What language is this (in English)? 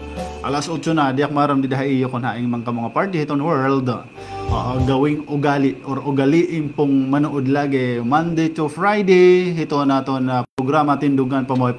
Waray